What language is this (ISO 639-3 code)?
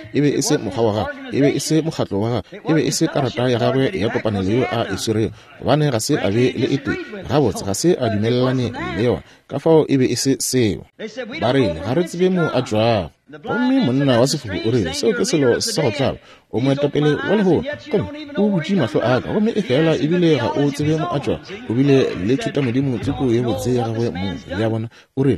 nso